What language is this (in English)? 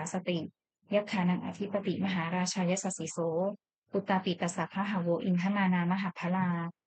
Pali